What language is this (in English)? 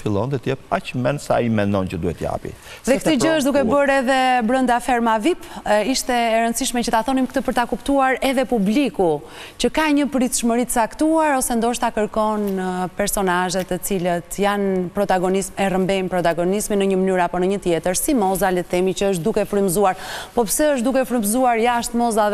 Albanian